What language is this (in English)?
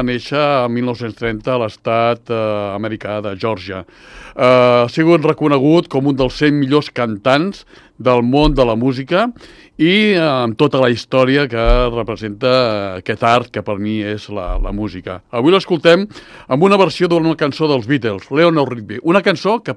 Catalan